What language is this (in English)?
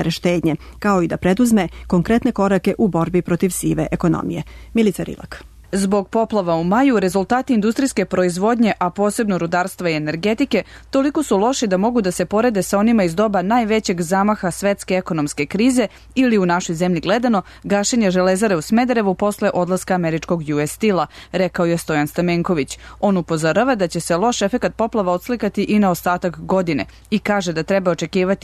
Serbian